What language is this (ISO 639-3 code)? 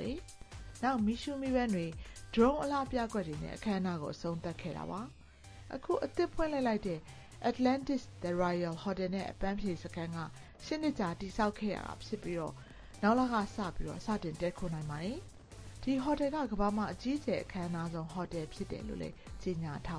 mya